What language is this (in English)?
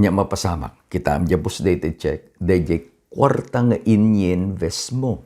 Iloko